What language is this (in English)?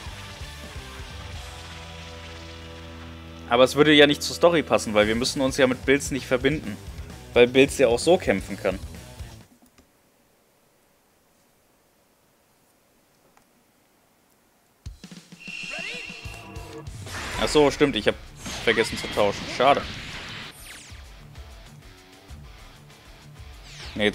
German